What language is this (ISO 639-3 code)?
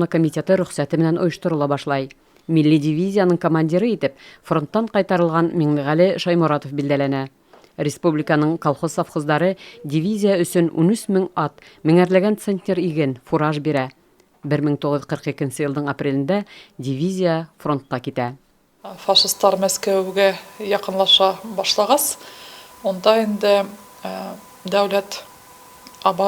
bak